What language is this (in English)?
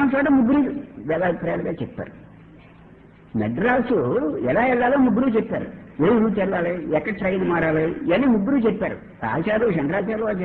Telugu